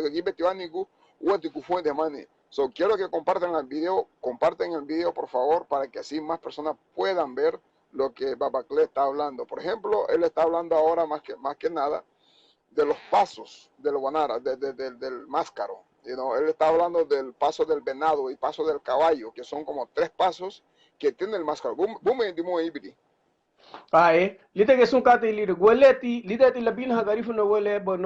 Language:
Garifuna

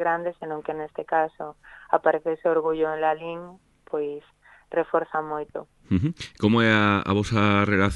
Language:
Galician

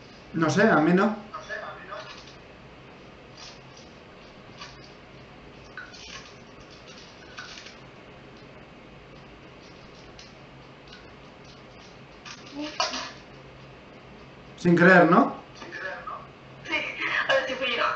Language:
Spanish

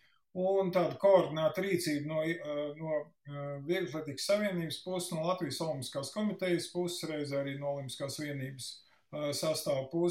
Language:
Latvian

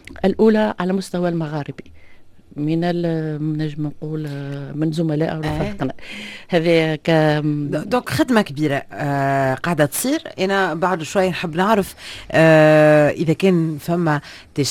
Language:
Tunisian Arabic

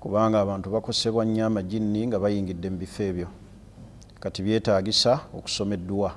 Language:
Ganda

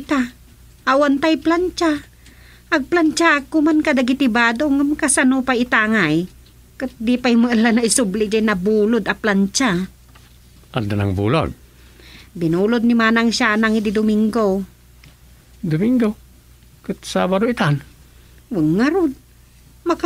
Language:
Iloko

